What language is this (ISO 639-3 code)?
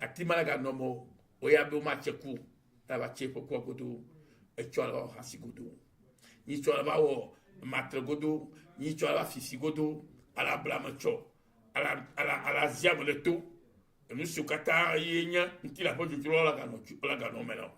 ewe